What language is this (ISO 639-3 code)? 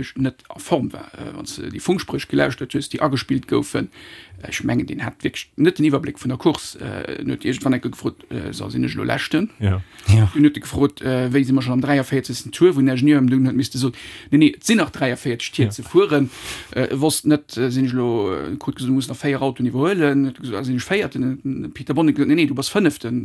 ltz